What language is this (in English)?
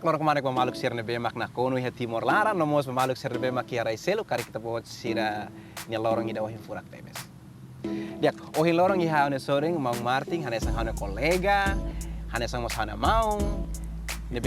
Tetum